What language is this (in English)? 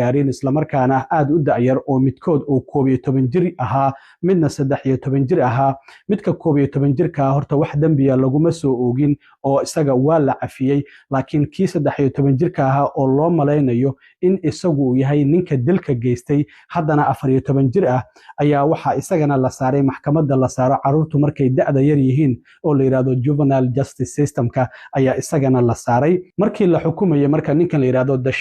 Somali